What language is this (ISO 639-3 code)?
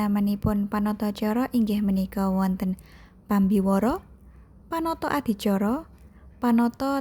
jav